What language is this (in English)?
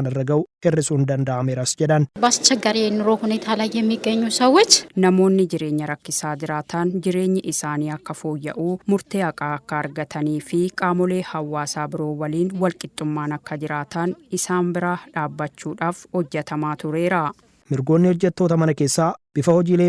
Oromo